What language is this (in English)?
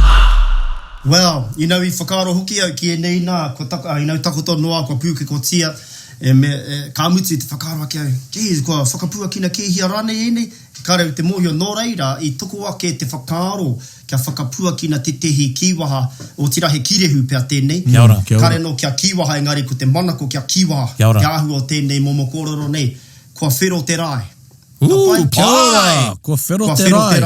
Māori